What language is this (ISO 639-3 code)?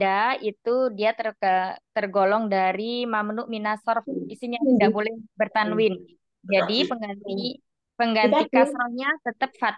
ind